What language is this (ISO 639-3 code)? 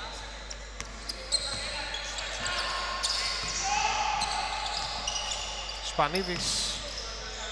ell